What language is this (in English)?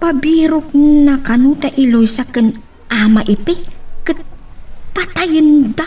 Iloko